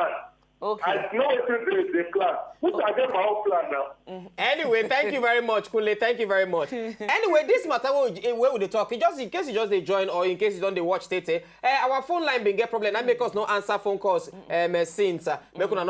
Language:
Nigerian Pidgin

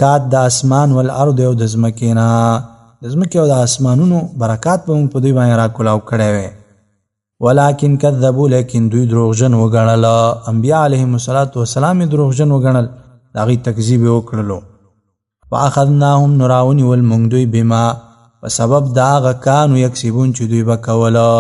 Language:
Pashto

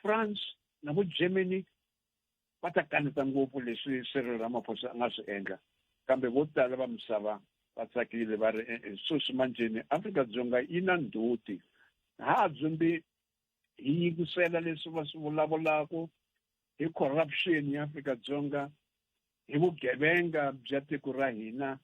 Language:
Tsonga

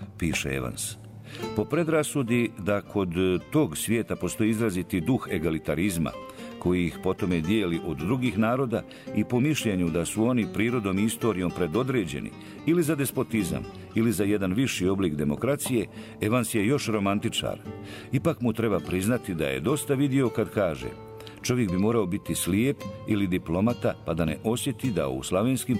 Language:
Bosnian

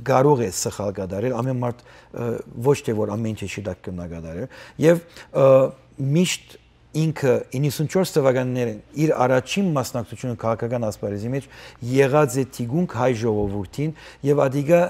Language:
Western Armenian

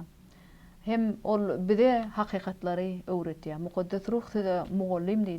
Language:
Turkmen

